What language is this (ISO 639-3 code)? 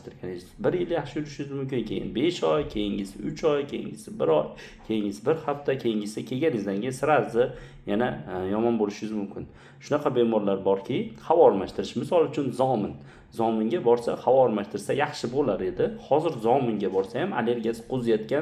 uzb